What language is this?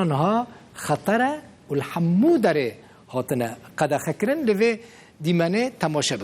Kurdish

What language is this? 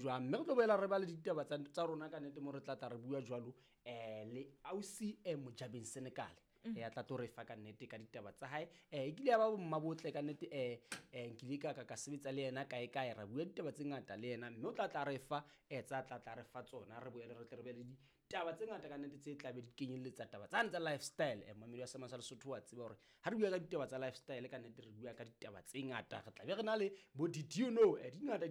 Southern Sotho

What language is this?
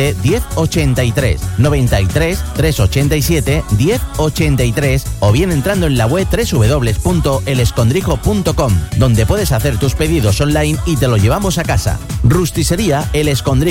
Spanish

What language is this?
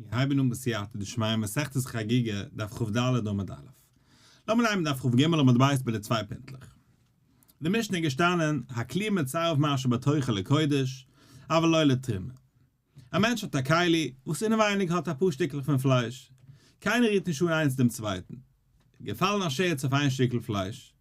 Yiddish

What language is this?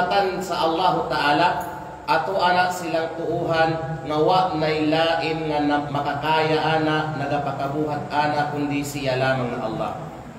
Kalagan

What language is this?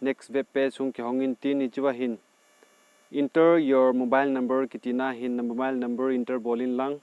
Thado Chin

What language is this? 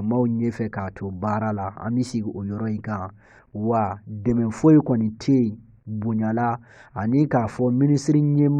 Bambara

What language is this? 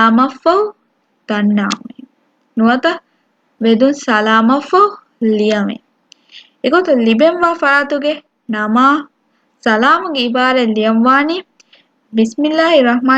Divehi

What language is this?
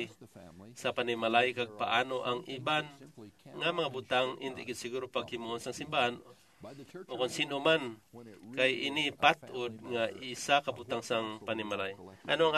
Hiligaynon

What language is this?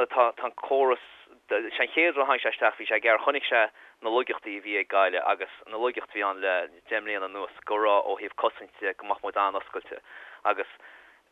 Irish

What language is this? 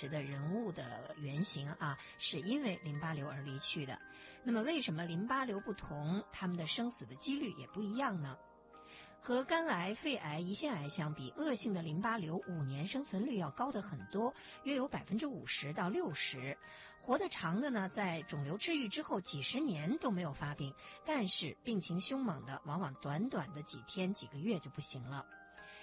Chinese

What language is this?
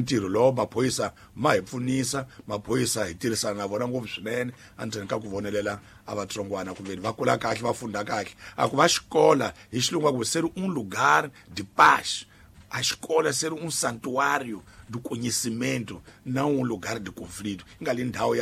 Tsonga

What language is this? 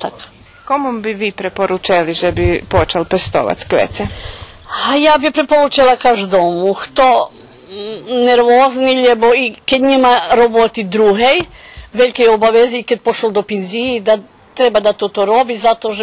Rusyn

